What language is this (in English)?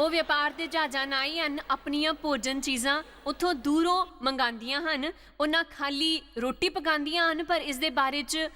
Dogri